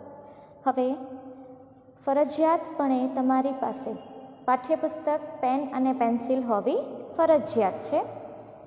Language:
Gujarati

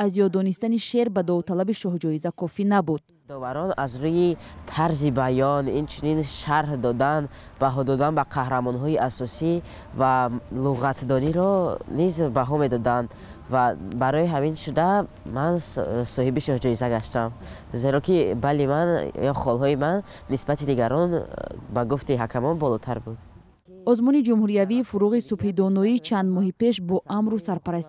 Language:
Tajik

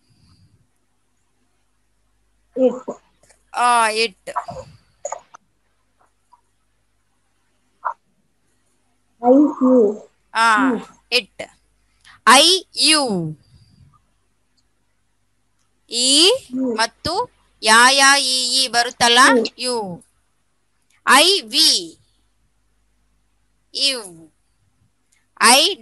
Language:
Kannada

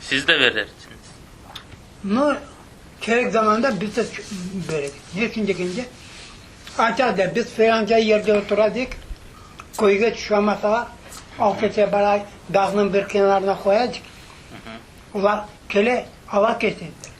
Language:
Crimean Tatar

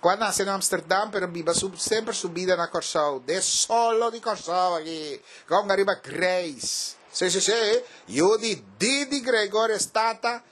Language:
Papiamento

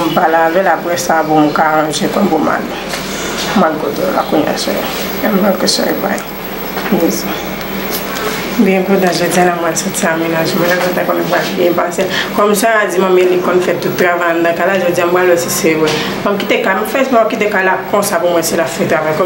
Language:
Haitian Creole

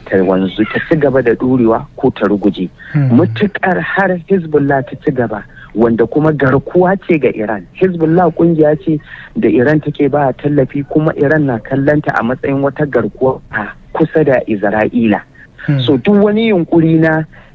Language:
Hausa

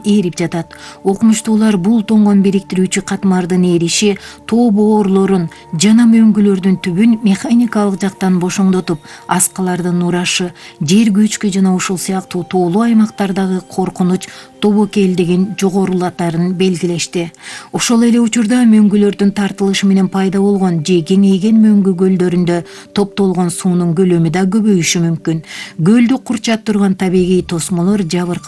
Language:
Kyrgyz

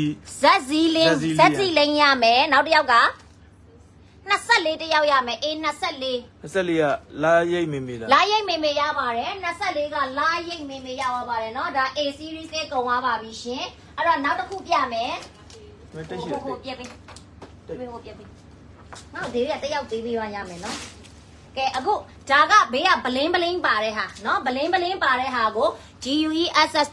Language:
Burmese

